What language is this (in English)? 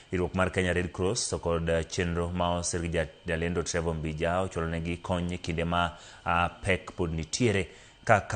Luo (Kenya and Tanzania)